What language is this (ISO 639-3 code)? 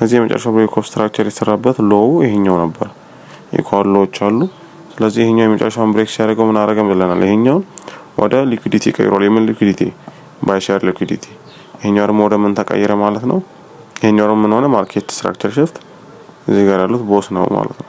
amh